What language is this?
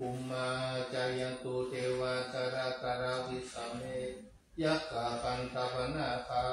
Pali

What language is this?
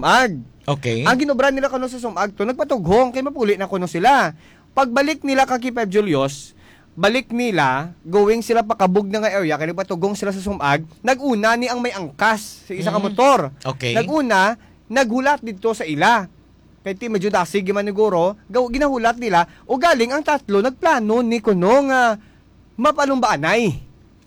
Hiligaynon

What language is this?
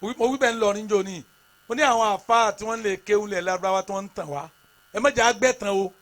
Yoruba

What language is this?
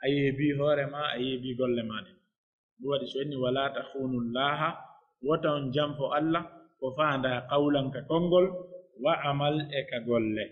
Pular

